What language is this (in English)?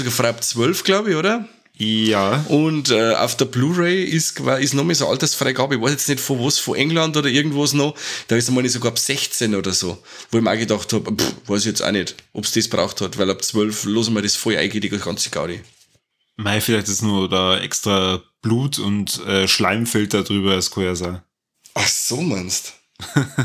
Bavarian